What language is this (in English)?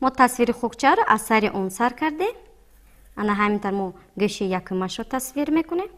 Tajik